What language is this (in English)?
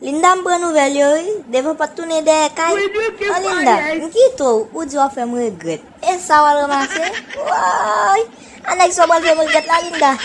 Haitian Creole